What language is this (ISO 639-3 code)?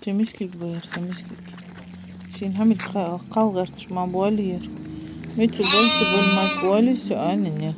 inh